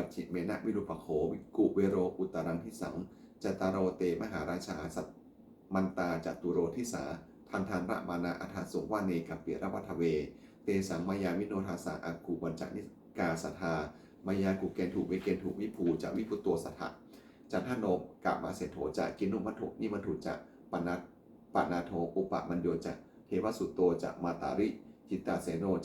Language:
Pali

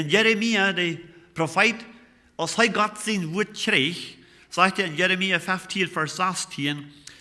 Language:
Plautdietsch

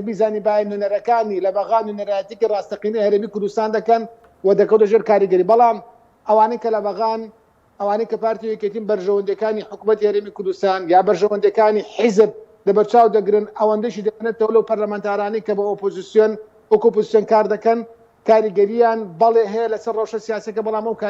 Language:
Central Kurdish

